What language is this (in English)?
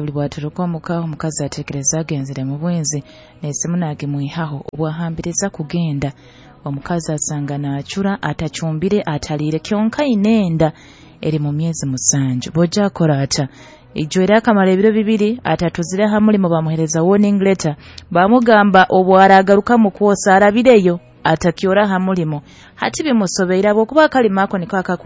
Nyoro